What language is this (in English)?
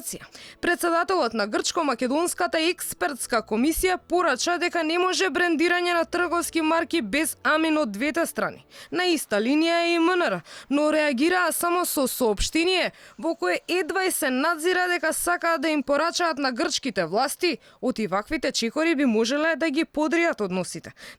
Macedonian